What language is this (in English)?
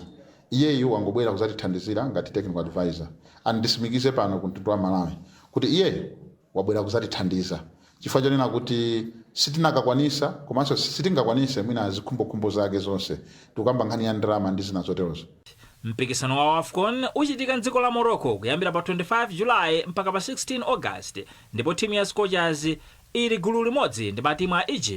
Nyanja